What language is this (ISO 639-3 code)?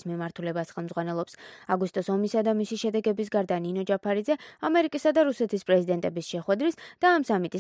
kat